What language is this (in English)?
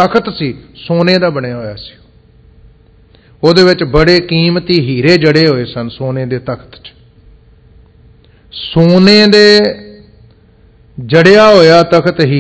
Punjabi